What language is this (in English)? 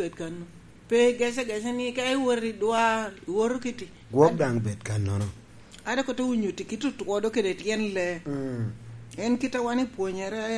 Lango (Uganda)